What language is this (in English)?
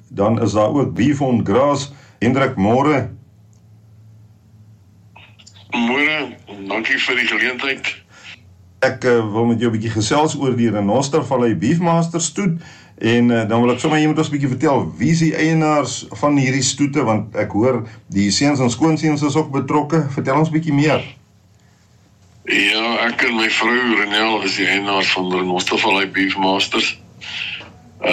Afrikaans